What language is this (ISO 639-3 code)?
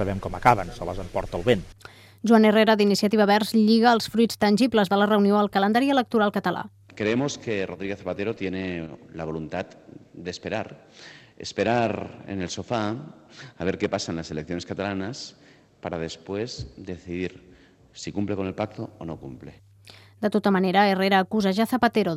cat